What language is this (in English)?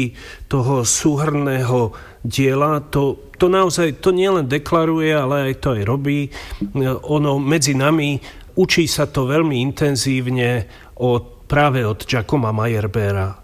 Slovak